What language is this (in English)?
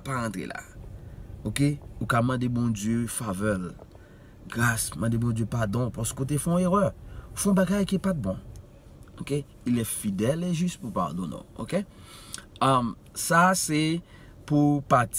Haitian Creole